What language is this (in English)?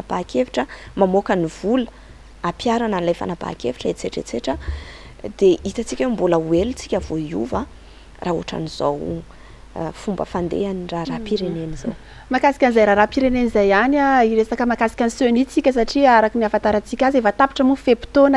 Malagasy